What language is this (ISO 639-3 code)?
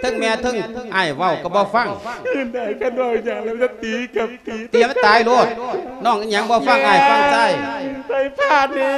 lao